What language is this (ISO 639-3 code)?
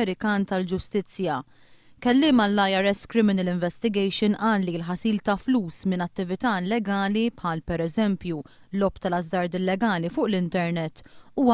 mlt